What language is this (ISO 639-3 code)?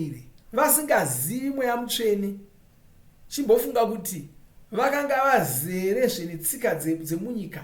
sna